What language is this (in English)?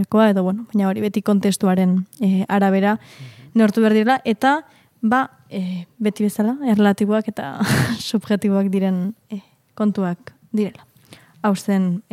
Basque